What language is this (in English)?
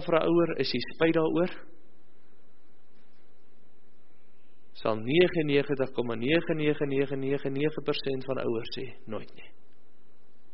Afrikaans